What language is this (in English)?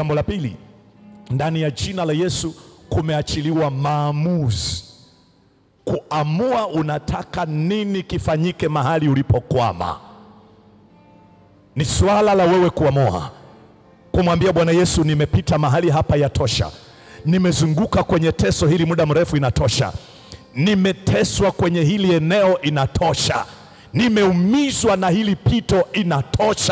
Swahili